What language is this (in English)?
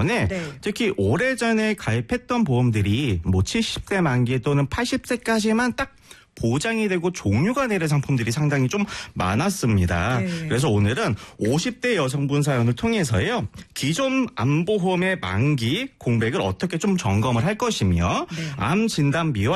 Korean